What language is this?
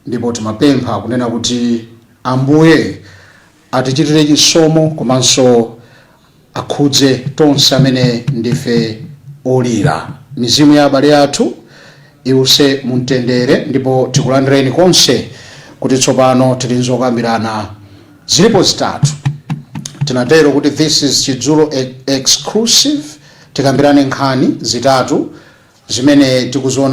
Nyanja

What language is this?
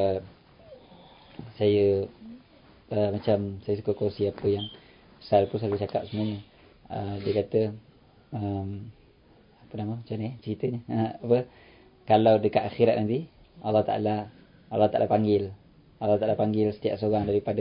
Malay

